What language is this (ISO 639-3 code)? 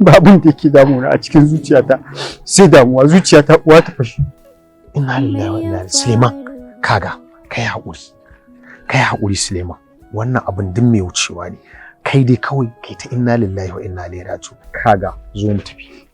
hau